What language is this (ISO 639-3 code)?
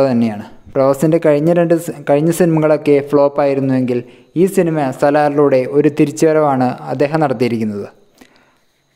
mal